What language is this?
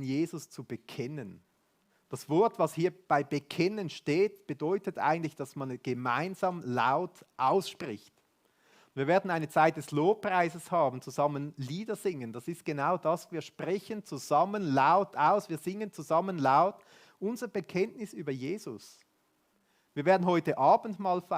Swiss German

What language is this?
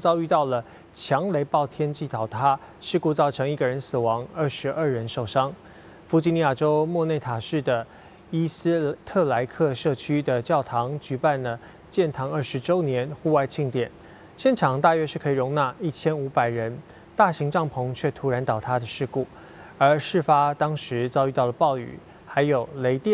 Chinese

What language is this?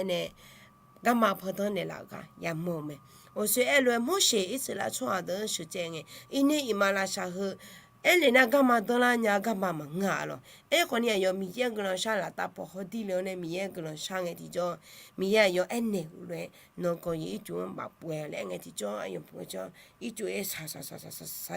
Akha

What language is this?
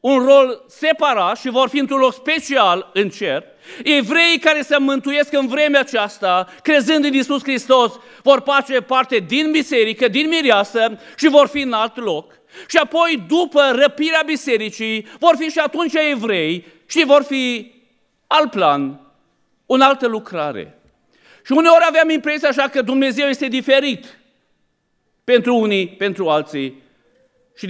Romanian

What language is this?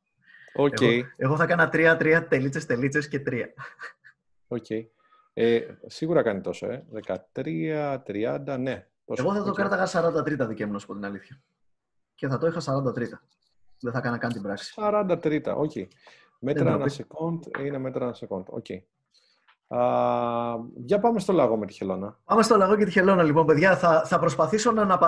Greek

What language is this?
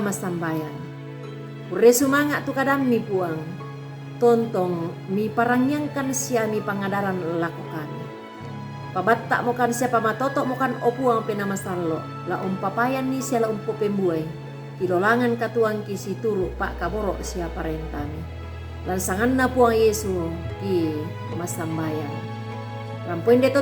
Toraja-Sa'dan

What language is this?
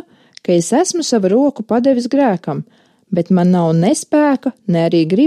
Latvian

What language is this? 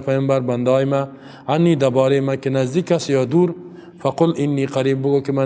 Persian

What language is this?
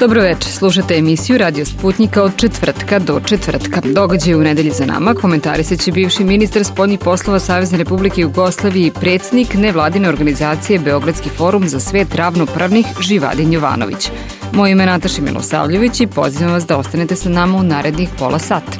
Serbian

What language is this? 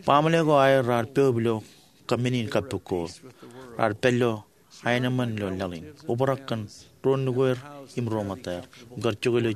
Marshallese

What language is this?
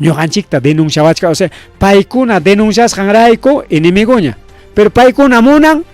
Ayacucho Quechua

